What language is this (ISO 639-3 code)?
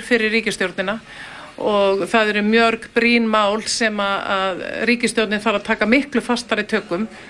isl